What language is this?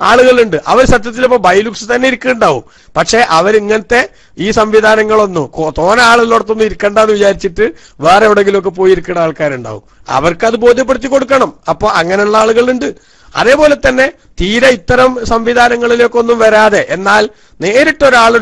Malayalam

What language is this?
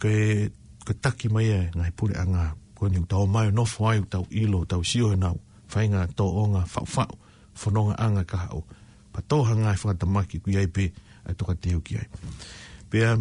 Tongan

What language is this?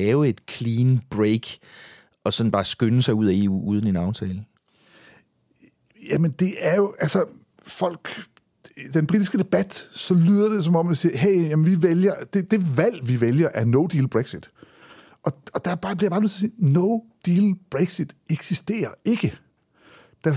Danish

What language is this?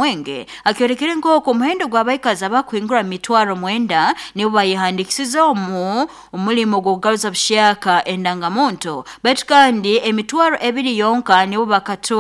Nyoro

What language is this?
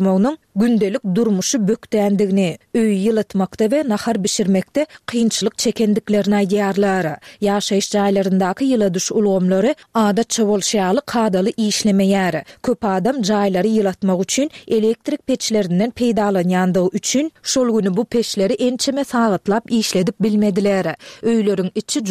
Turkmen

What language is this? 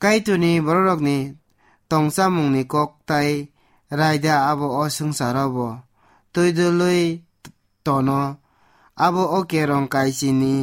Kok Borok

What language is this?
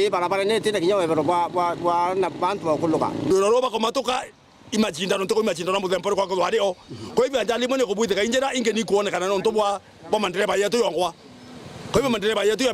Meru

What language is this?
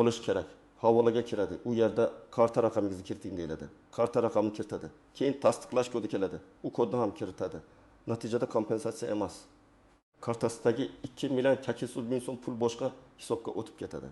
Uzbek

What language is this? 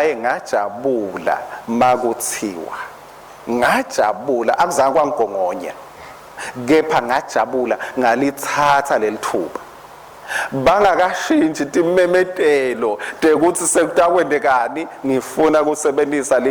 Swati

